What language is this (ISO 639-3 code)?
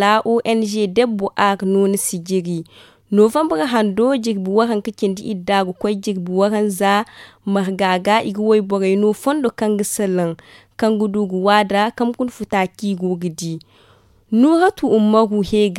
dje